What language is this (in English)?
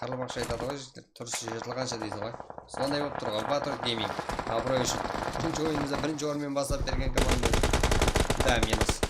Kara-Kalpak